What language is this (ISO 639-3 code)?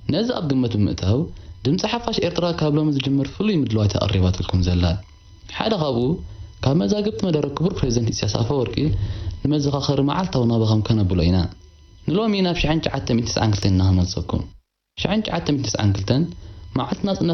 tir